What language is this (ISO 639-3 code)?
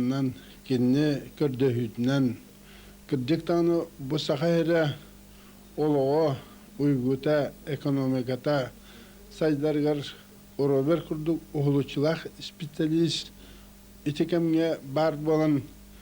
sah